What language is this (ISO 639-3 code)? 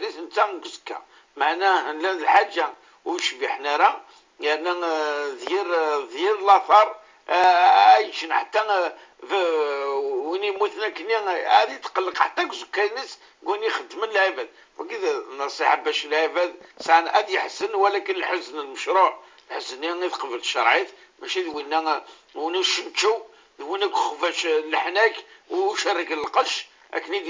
kab